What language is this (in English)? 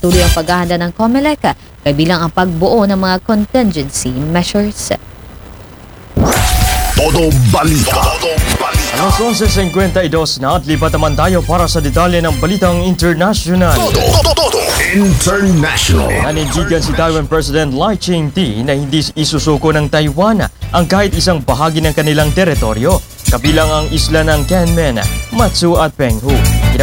Filipino